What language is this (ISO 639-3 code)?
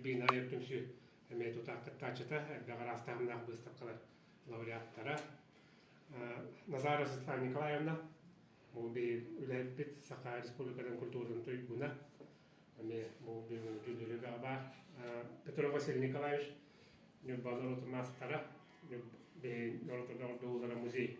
sah